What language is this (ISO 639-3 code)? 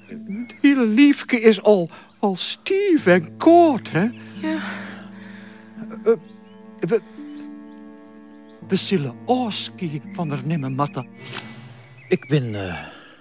nld